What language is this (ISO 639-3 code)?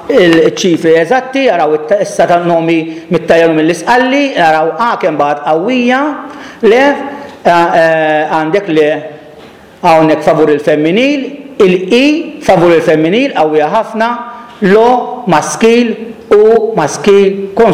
mlt